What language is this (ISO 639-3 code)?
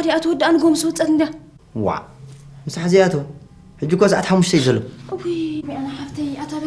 tir